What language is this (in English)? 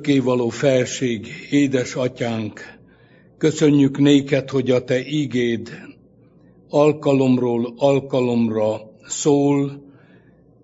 Hungarian